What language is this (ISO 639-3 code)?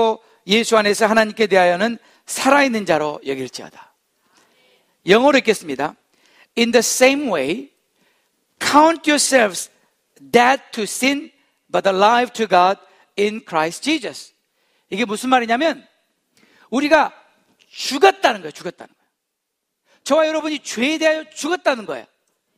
kor